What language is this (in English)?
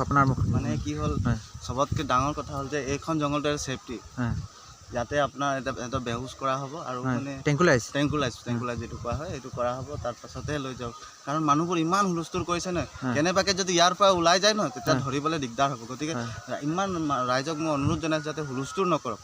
Assamese